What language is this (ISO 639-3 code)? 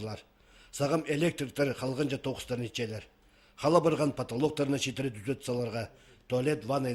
kjh